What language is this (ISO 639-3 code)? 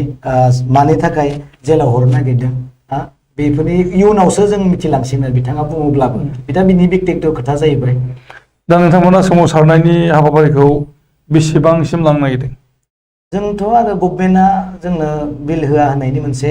brx